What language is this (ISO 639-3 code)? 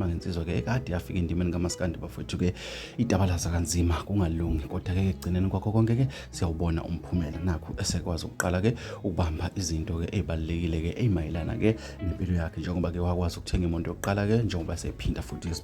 zul